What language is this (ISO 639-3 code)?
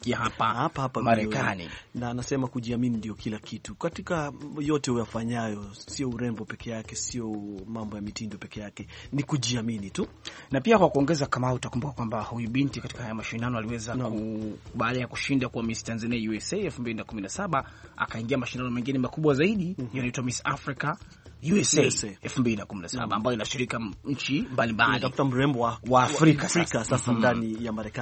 swa